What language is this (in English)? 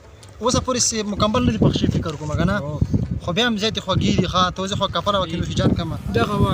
Pashto